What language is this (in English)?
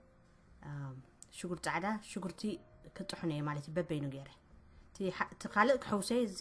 Tigrinya